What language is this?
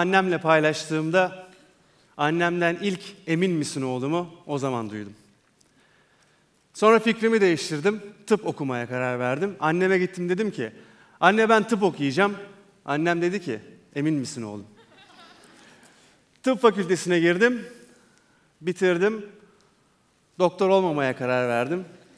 Turkish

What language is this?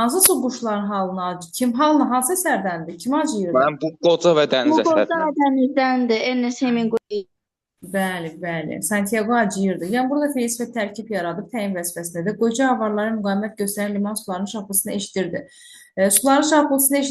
Azerbaijani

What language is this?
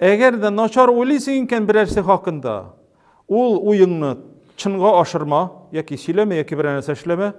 Tatar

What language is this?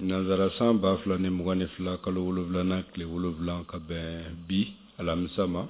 Bambara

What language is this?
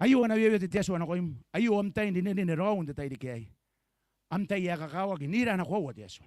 Gilbertese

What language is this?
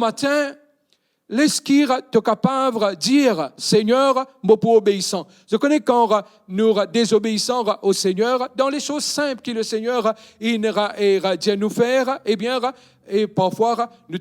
Morisyen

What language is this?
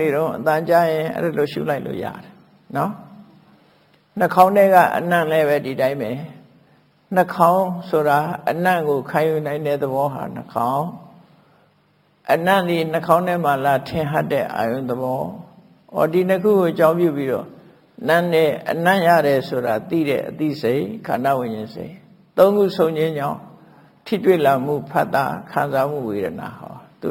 Burmese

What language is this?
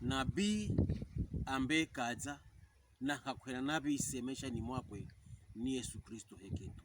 Pokomo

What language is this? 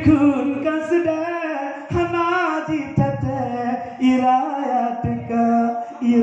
Achinese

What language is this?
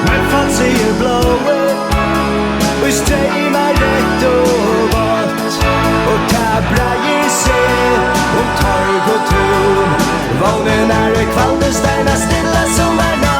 Faroese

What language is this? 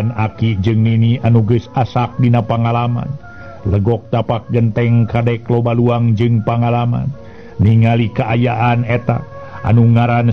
Sundanese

